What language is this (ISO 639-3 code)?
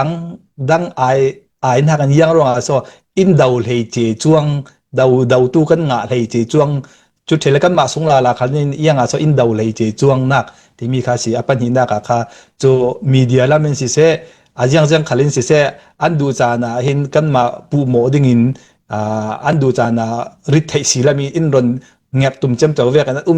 cfm